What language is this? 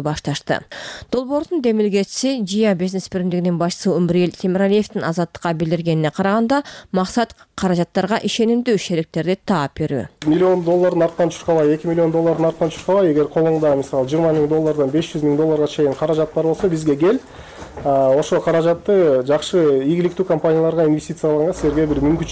Kyrgyz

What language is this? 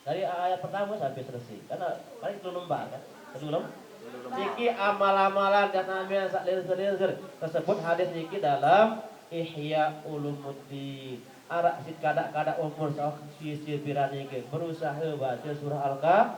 Sasak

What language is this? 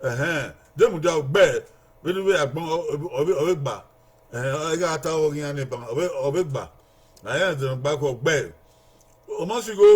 Bini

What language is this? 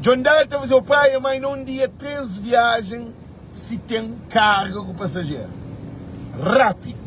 Kabuverdianu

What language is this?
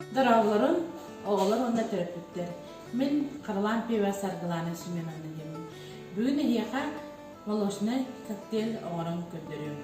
Yakut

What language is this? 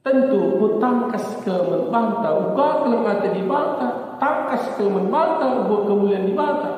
Batak Karo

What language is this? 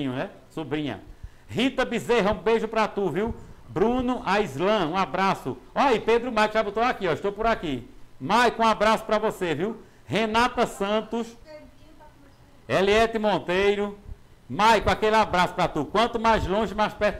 Portuguese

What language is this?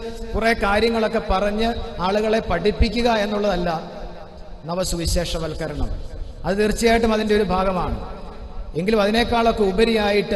Malayalam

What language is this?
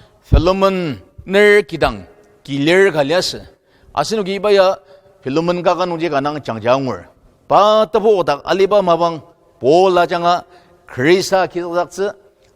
Ao Naga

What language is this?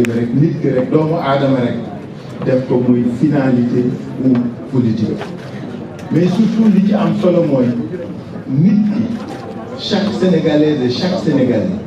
Wolof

